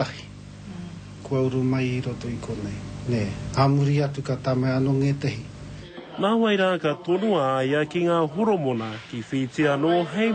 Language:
Māori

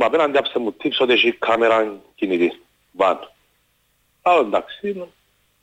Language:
Greek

